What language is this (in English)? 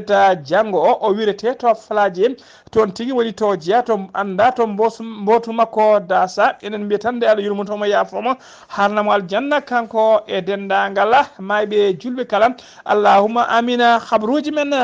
Fula